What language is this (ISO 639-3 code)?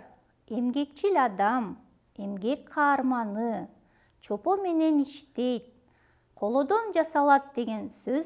kir